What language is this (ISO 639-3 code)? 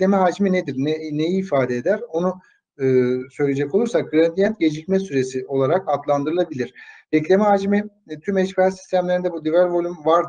tur